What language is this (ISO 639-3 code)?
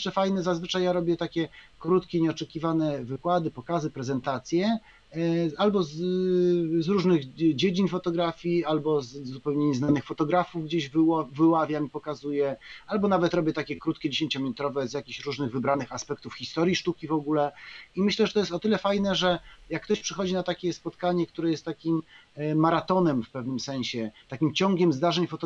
pol